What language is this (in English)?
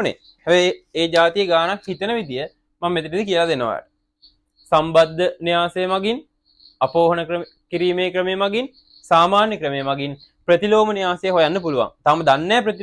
Sinhala